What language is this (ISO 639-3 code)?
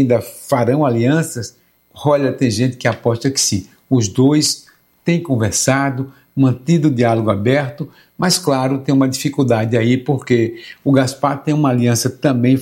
por